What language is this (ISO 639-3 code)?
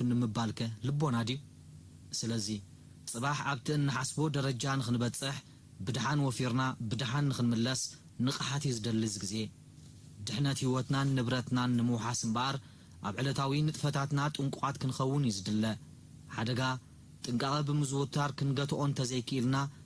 tir